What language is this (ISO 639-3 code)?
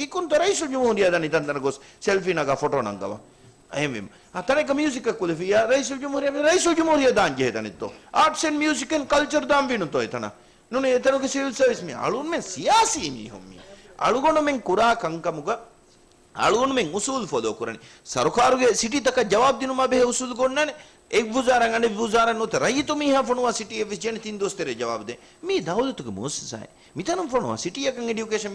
div